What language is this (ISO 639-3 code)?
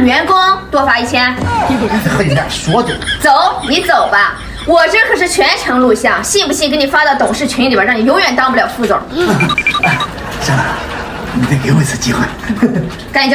zho